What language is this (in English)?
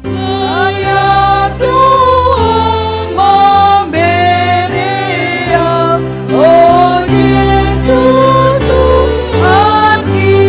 Batak Simalungun